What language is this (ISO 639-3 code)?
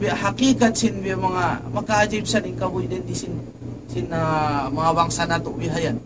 tsg